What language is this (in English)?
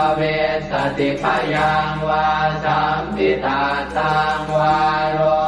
Pali